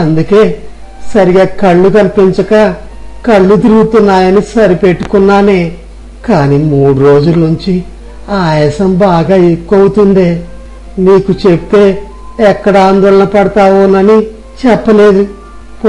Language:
Telugu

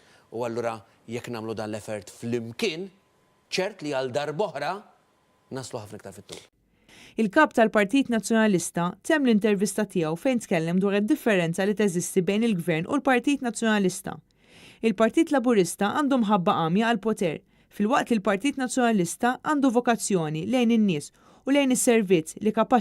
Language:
Maltese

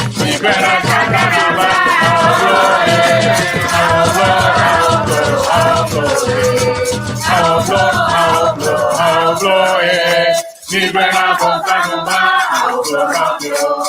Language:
Ewe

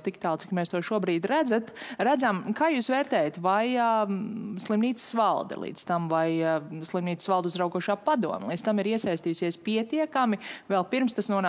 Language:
Latvian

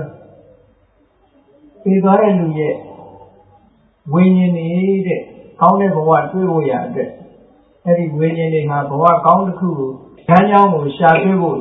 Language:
Burmese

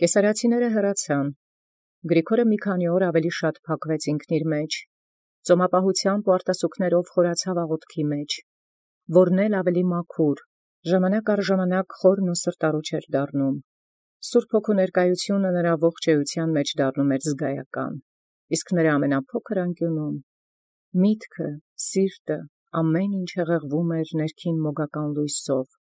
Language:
Armenian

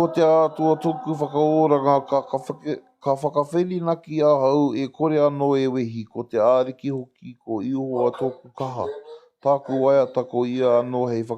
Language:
Māori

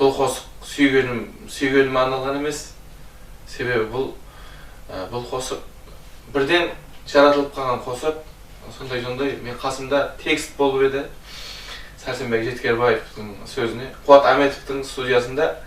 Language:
Kara-Kalpak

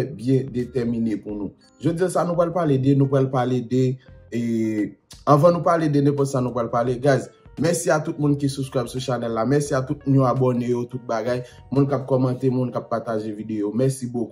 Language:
Haitian Creole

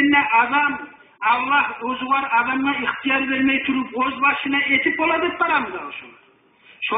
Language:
Kumyk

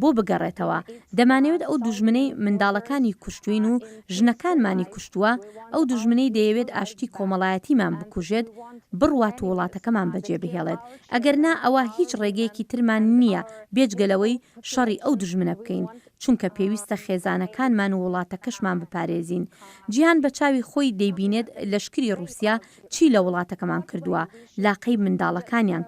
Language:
Central Kurdish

